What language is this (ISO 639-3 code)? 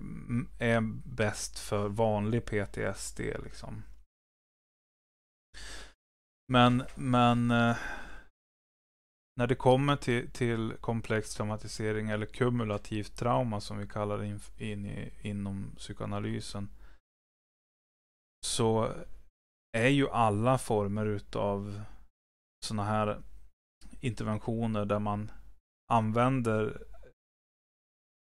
swe